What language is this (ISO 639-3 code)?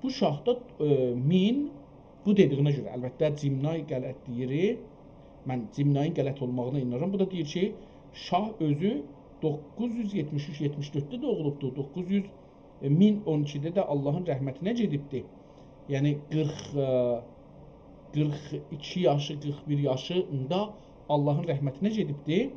azb